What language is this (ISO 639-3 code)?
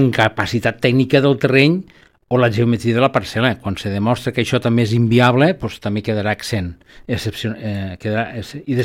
cat